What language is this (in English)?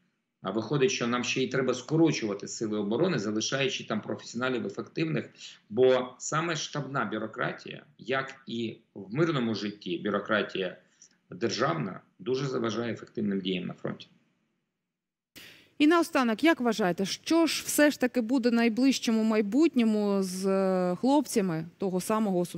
Ukrainian